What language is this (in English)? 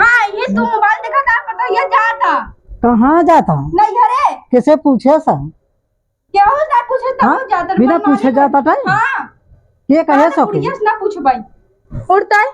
Awadhi